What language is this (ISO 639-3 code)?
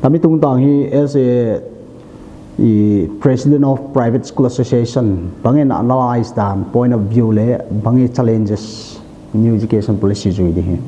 pck